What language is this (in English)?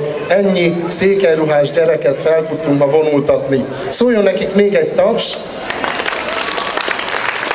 Hungarian